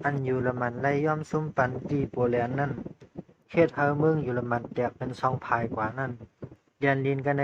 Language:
Shan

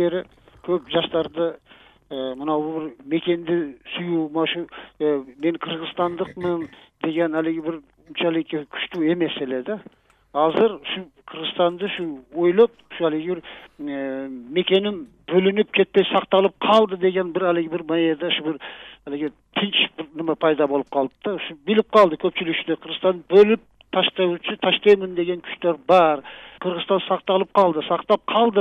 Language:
Kyrgyz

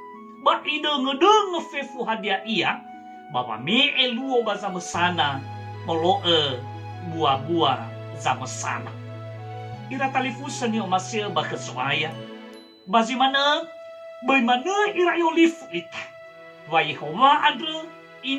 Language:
Nias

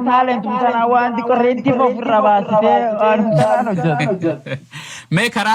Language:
Oromo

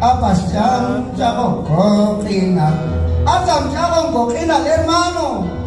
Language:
Q'anjob'al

